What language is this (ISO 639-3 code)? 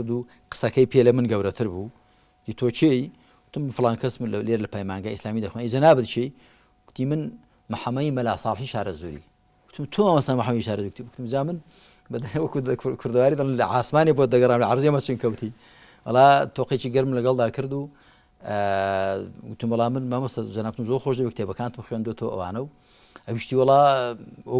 ckb